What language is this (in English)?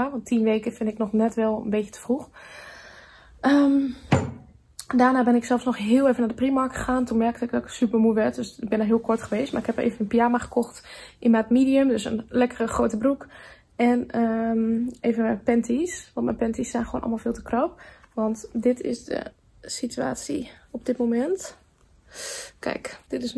Dutch